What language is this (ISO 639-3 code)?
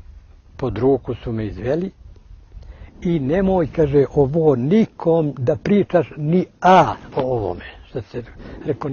srp